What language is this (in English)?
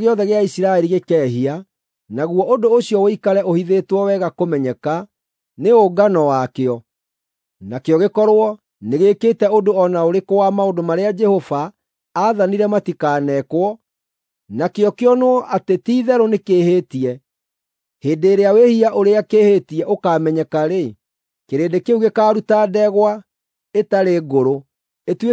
Kikuyu